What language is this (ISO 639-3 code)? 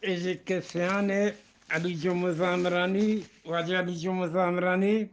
bgp